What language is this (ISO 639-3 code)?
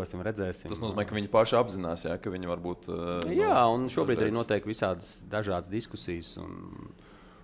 lav